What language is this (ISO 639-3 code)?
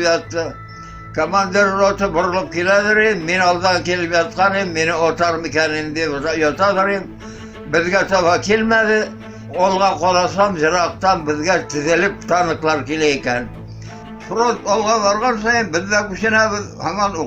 bak